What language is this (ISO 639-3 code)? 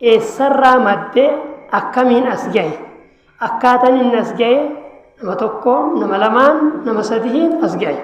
orm